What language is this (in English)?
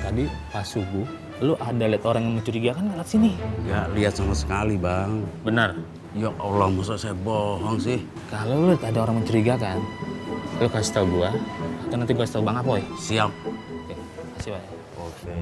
Betawi